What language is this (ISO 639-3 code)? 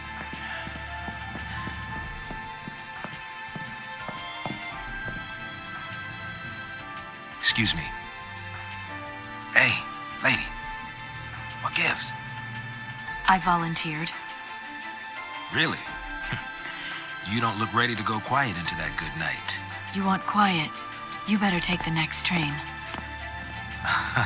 eng